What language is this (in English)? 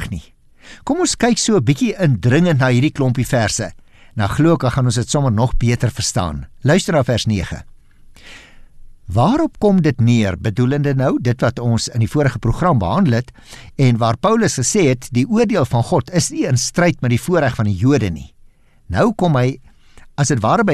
Afrikaans